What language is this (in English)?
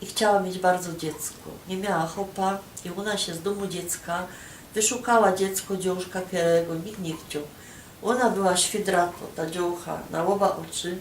Silesian